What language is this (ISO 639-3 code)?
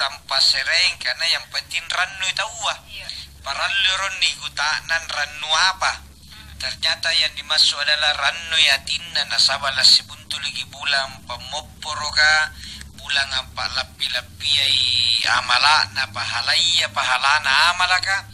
mak